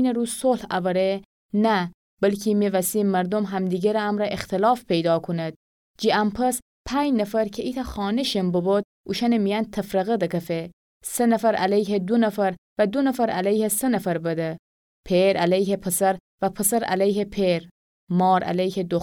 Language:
Gilaki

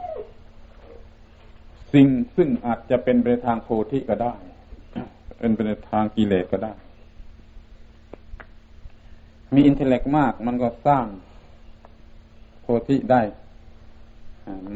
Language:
Thai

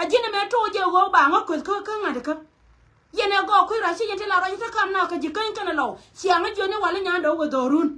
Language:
Nuer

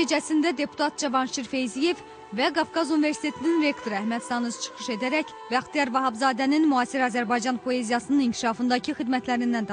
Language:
Azerbaijani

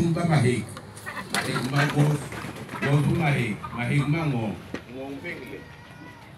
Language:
Basaa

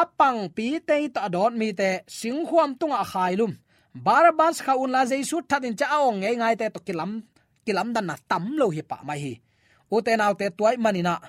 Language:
Tedim Chin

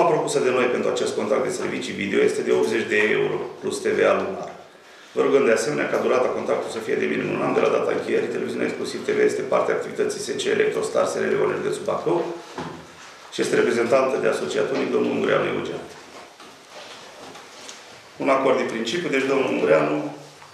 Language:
Romanian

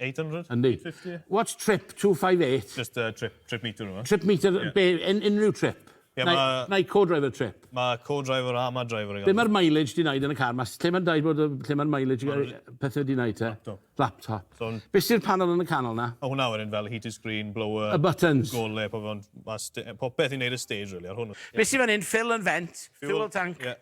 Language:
Welsh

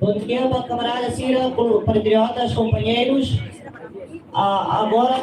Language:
Tetum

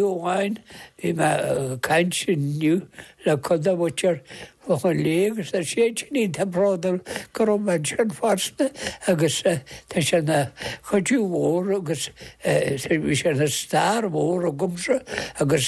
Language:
Irish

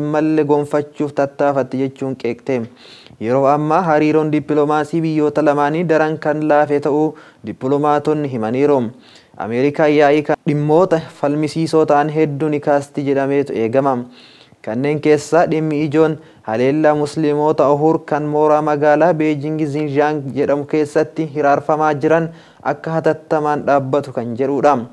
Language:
Oromo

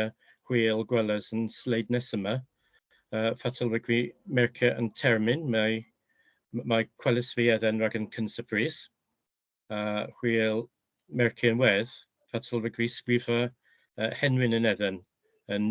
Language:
Cornish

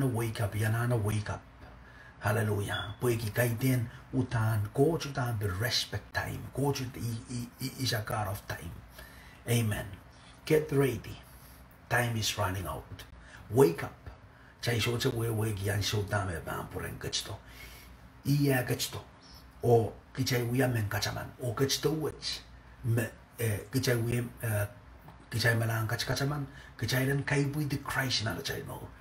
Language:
Pohnpeian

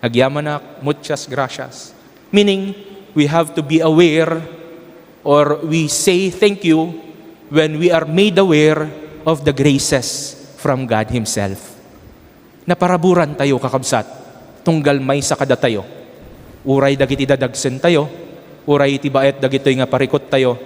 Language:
Iloko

